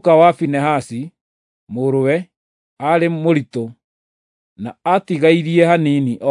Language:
Kikuyu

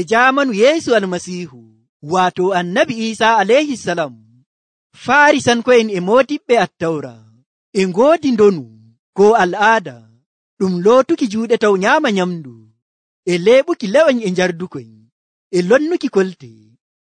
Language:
Nigerian Fulfulde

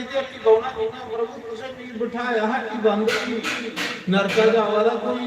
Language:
Dogri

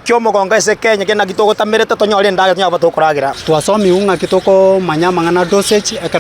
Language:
Gusii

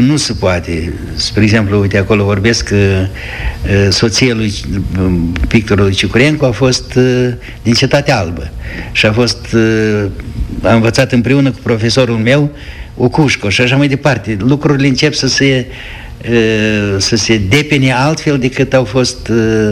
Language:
Romanian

